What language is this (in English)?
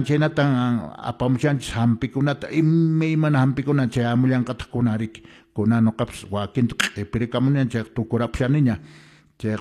Quechua